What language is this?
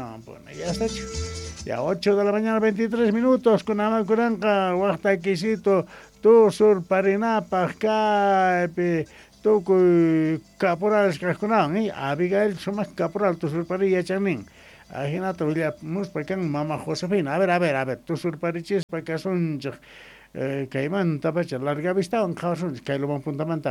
South Bolivian Quechua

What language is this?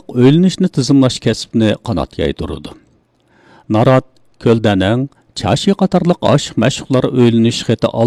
Uyghur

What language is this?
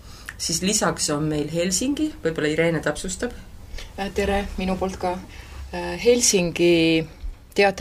Estonian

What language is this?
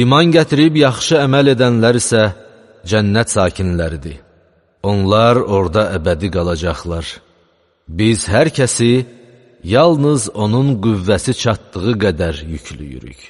Azerbaijani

